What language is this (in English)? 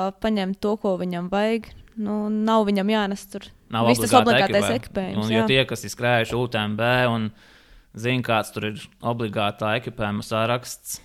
Latvian